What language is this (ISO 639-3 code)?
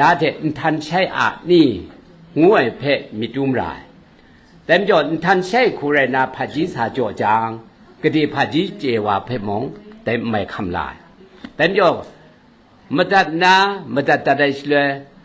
kac